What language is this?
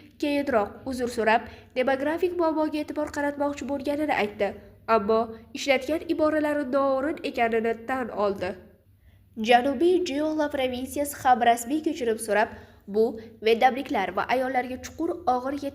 Uzbek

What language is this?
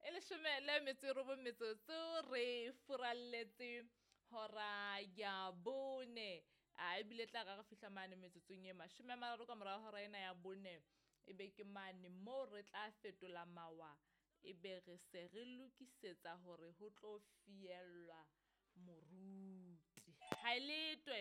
Southern Sotho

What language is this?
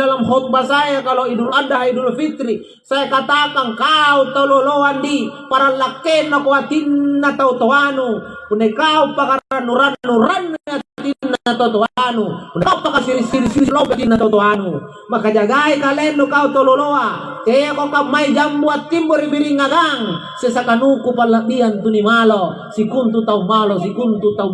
Makasar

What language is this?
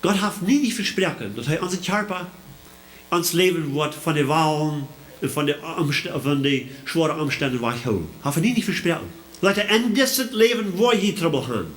Plautdietsch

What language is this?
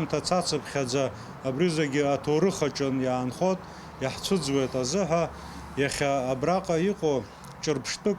Abkhazian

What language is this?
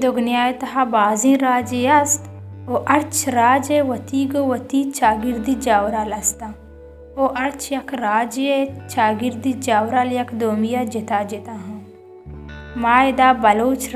Baluchi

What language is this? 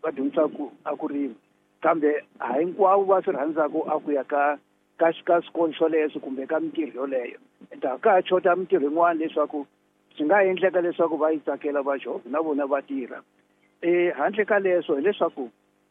Tsonga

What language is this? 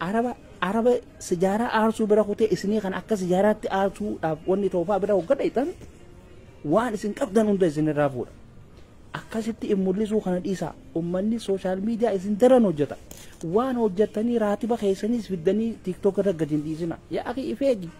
Oromo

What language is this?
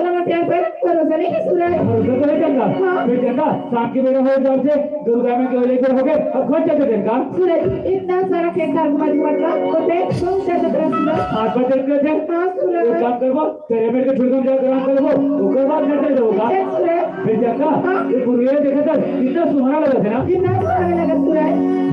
Chhattisgarhi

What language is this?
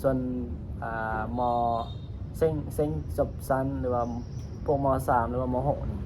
Lao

